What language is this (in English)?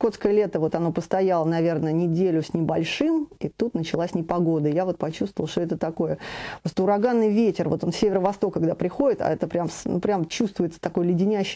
Russian